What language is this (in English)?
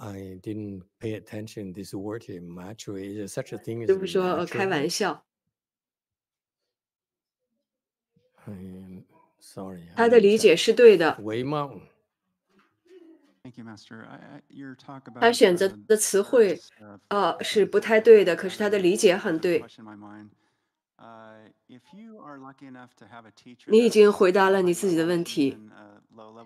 Chinese